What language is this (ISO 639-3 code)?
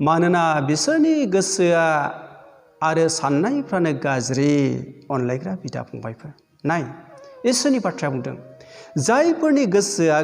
brx